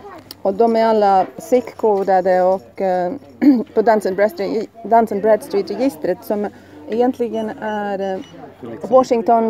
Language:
Swedish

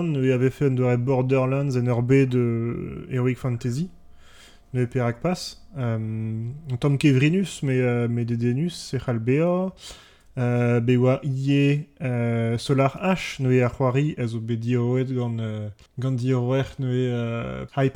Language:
Breton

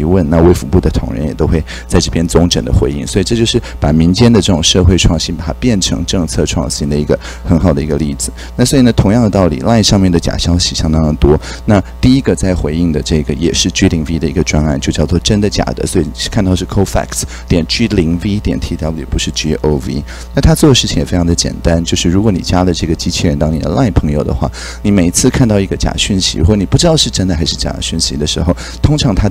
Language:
Chinese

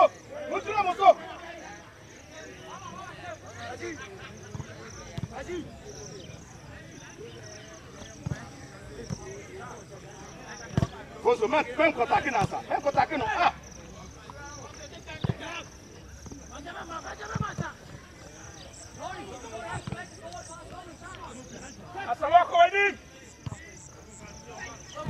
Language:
English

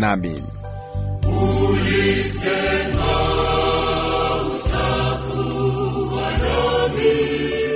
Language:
Swahili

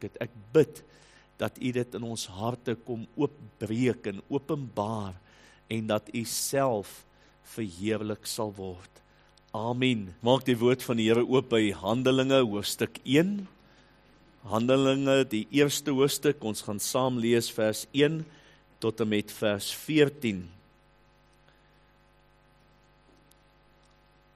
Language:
Afrikaans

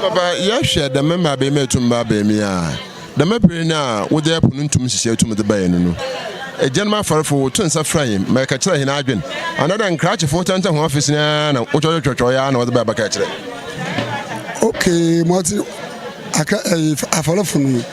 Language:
Akan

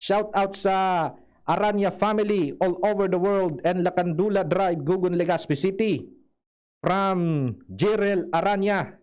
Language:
Bikol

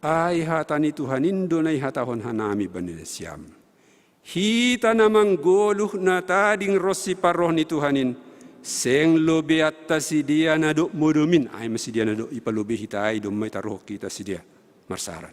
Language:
Batak Simalungun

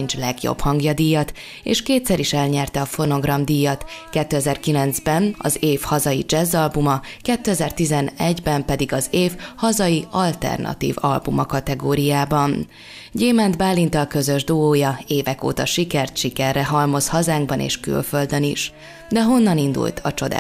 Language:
Hungarian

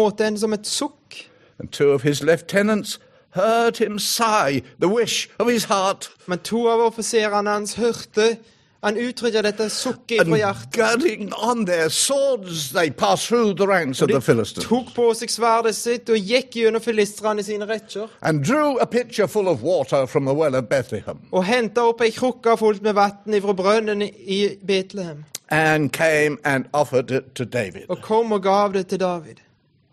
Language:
Norwegian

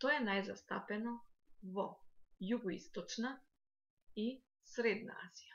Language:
Macedonian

